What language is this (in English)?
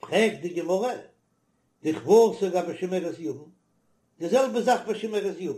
Yiddish